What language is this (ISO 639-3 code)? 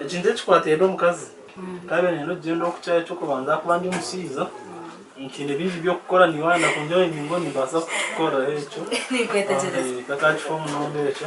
nyn